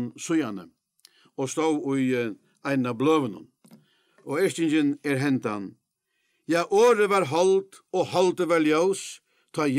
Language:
Faroese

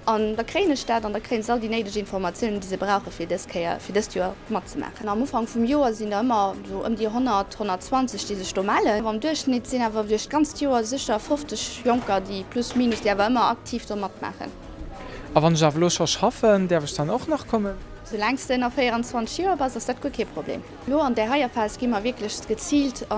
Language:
Luxembourgish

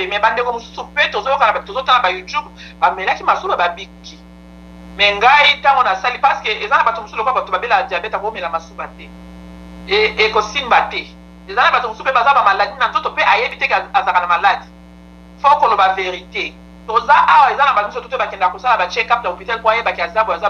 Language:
Lingala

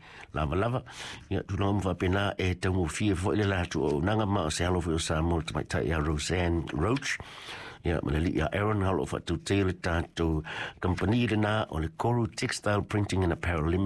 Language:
Samoan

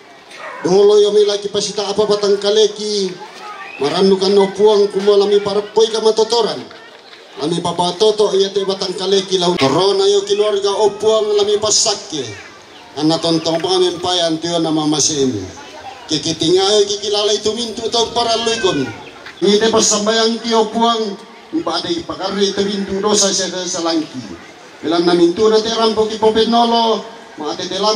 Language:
Toraja-Sa'dan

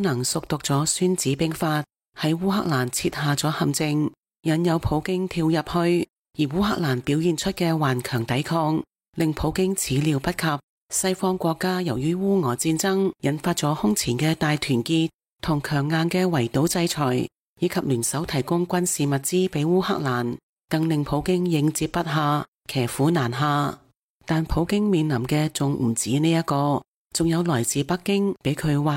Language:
Cantonese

